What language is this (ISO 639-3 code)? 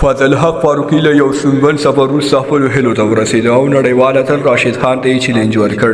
pus